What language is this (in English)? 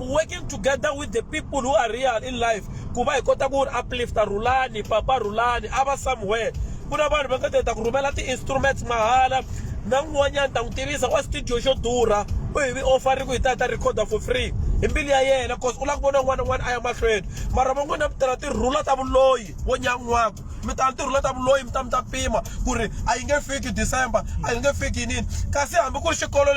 Tsonga